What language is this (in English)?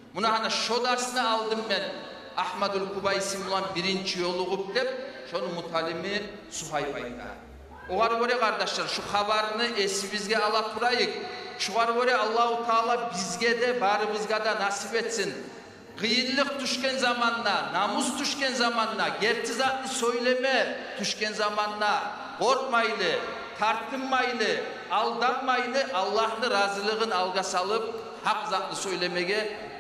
Kumyk